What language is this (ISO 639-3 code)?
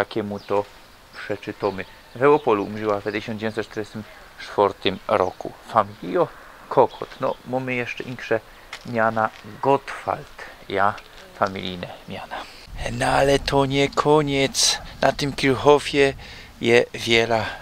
szl